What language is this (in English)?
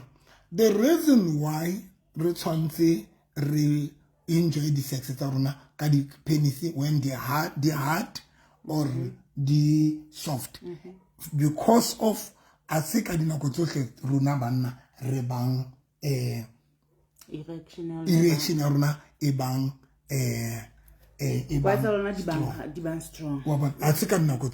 Southern Sotho